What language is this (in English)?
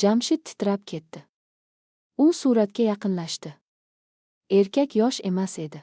Uzbek